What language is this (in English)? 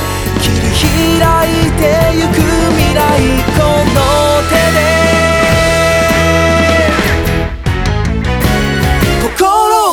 Japanese